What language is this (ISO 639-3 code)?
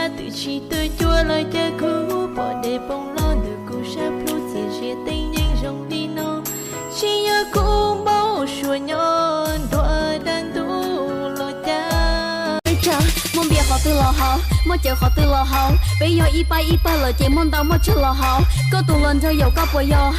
hmn